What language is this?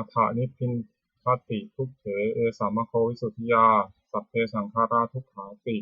Pali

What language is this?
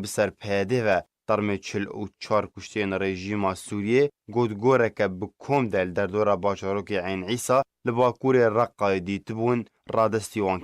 Kurdish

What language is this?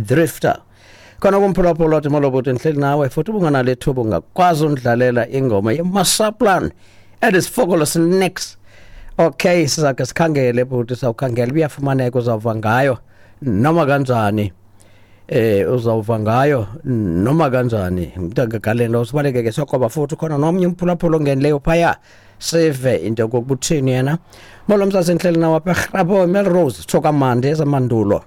Xhosa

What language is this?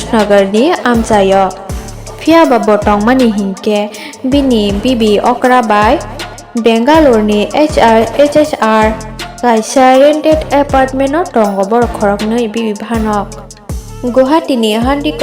Kok Borok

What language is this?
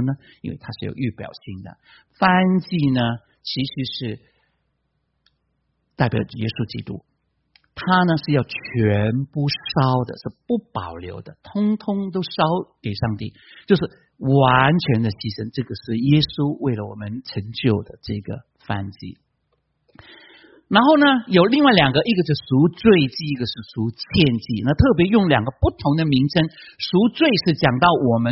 Chinese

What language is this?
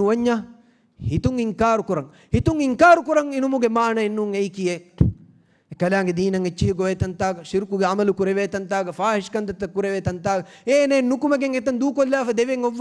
Divehi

